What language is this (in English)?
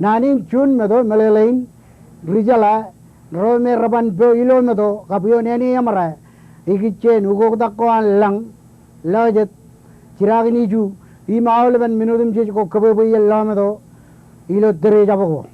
Marshallese